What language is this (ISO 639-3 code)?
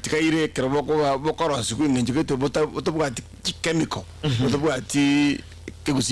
guz